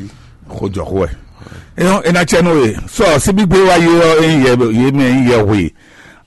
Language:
Fon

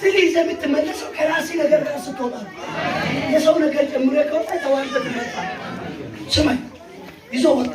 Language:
Amharic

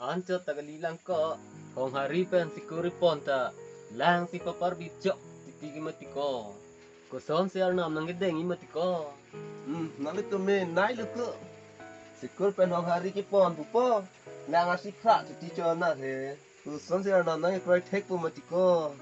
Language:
Karbi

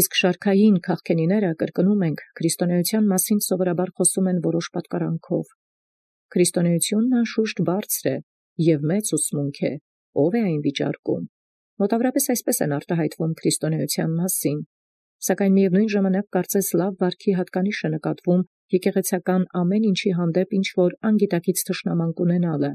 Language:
Armenian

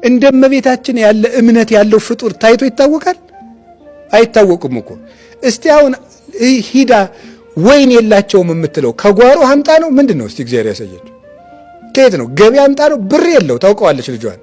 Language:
Amharic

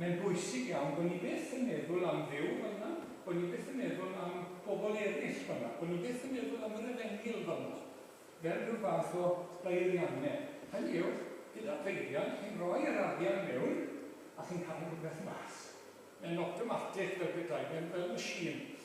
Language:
Welsh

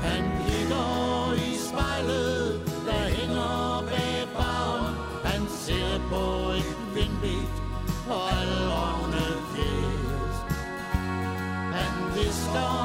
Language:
Danish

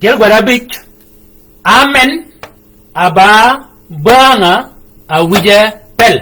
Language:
Shilluk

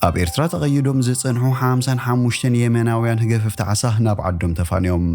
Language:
Tigrinya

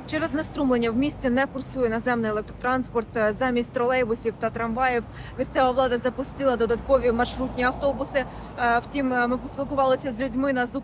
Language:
Ukrainian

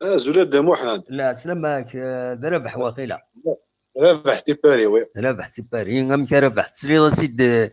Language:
Kabyle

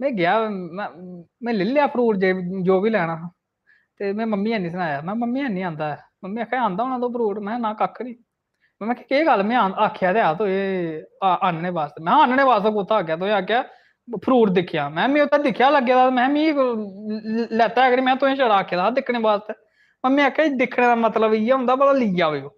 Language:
Dogri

